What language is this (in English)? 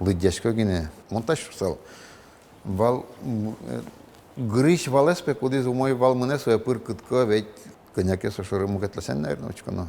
Udmurt